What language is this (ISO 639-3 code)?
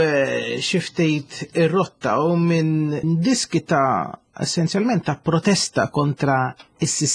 mlt